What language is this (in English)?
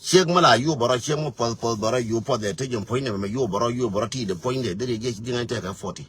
Nuer